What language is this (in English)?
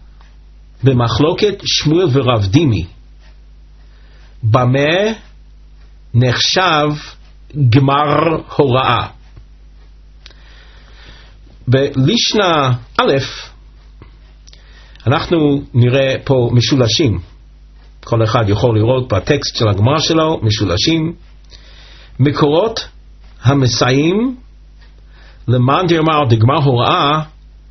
Hebrew